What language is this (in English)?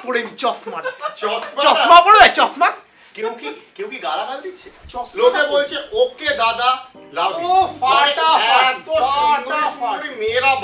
Bangla